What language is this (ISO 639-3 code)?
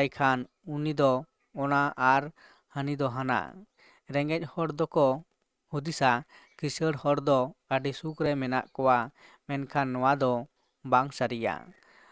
sat